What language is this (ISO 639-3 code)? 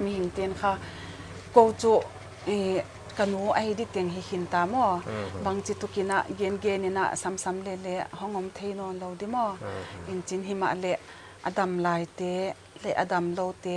pck